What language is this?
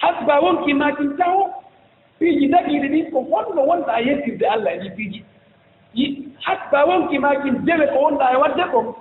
Fula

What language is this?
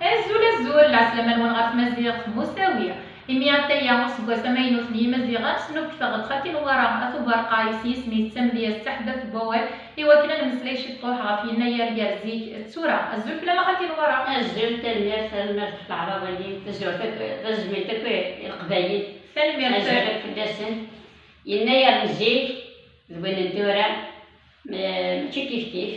Kabyle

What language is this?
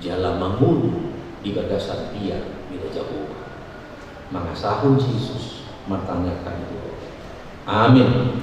Batak Toba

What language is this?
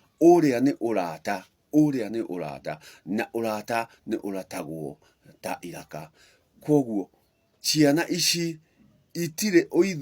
Kikuyu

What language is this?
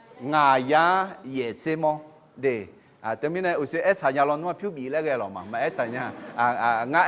Akha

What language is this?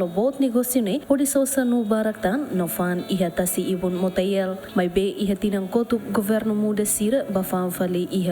Tetum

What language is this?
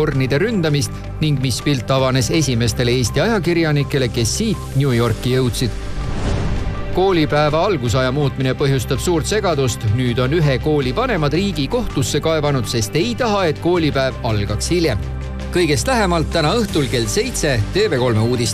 Estonian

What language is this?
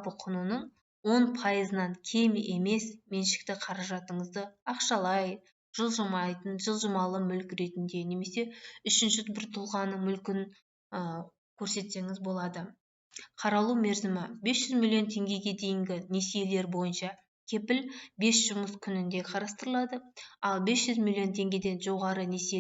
Kazakh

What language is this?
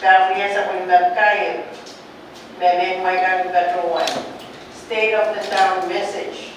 Pohnpeian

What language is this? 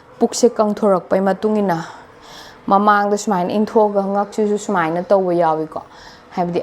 Manipuri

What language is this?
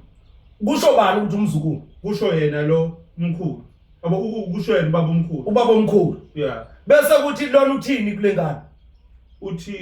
Zulu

